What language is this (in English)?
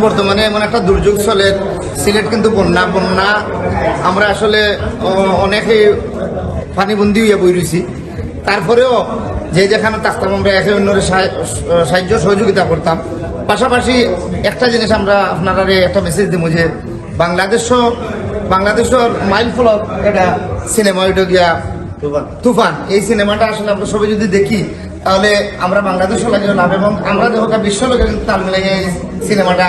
Sylheti